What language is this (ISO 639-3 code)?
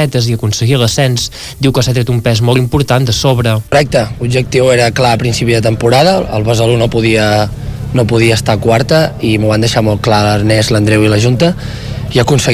cat